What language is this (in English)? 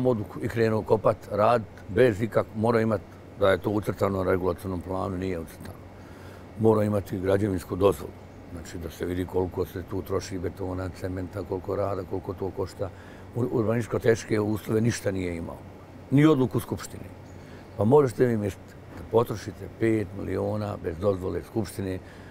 Bosnian